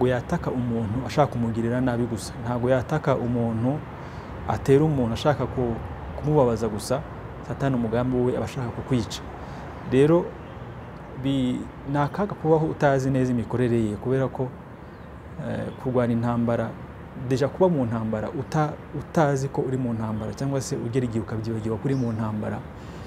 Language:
Kinyarwanda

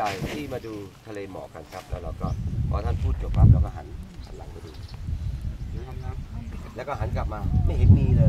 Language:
Thai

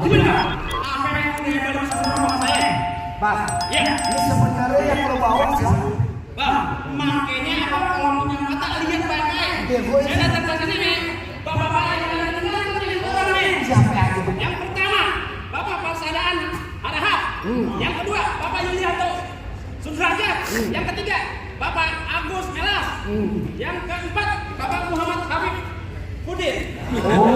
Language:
Betawi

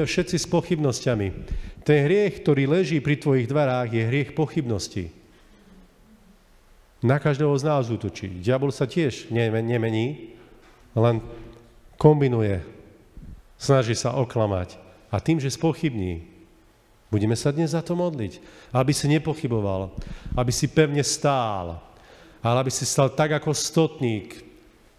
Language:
Slovak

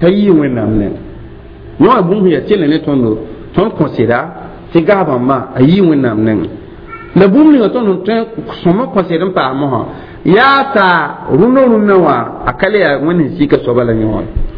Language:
Mossi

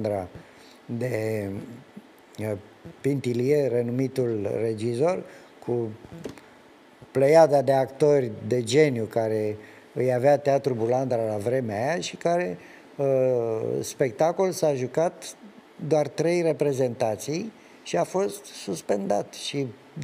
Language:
Romanian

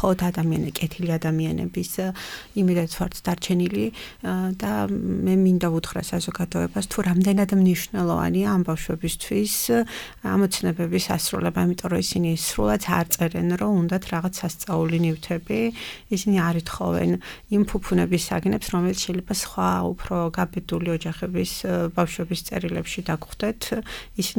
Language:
Georgian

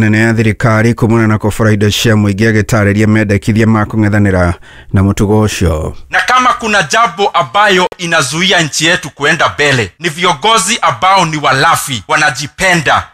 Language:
Kikuyu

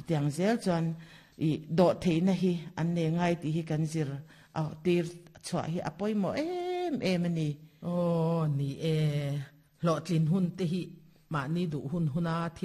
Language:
Mizo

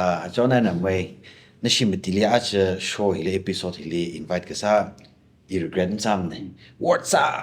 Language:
Tangkhul Naga (India)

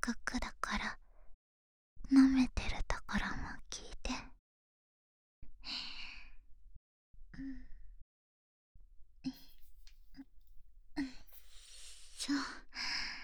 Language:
Japanese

